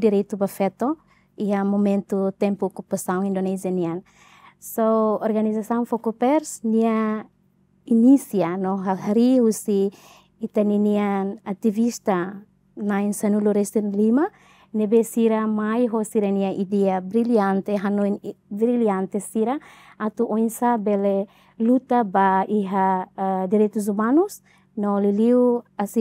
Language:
Tetum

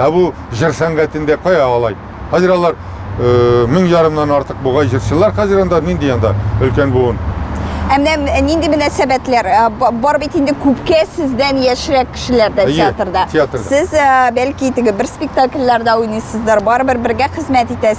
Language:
Tatar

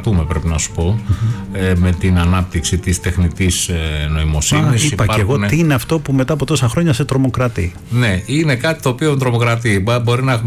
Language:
Greek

